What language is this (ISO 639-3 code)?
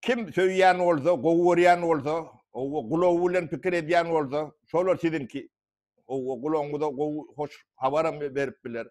tuk